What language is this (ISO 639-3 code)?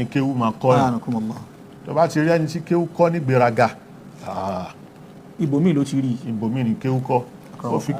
yor